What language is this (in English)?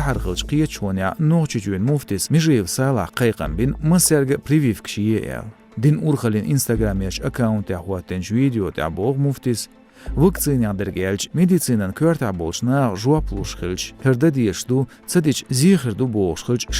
Chechen